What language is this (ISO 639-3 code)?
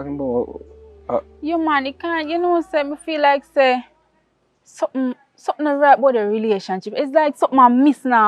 jam